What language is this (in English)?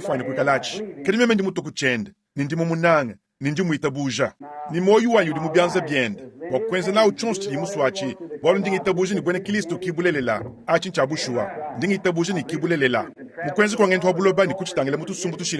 Luba-Lulua